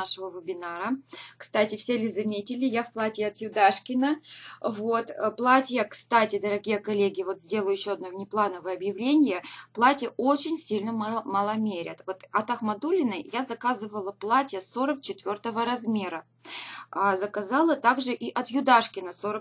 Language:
Russian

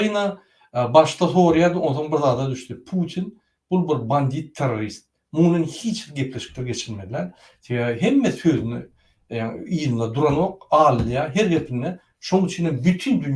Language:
Turkmen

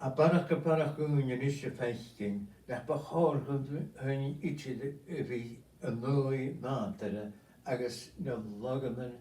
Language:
Scottish Gaelic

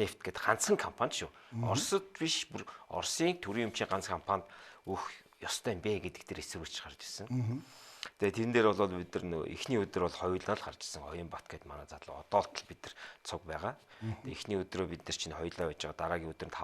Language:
Mongolian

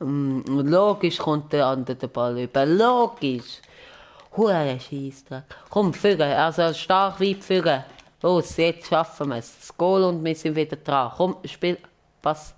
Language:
Swiss German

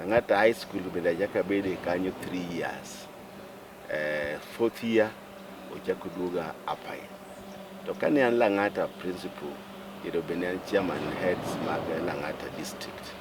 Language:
Luo (Kenya and Tanzania)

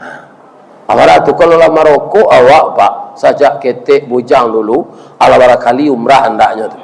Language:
Minangkabau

